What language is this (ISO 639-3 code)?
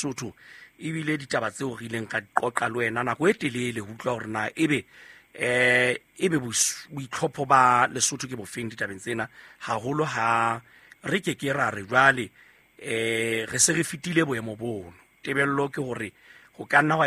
sot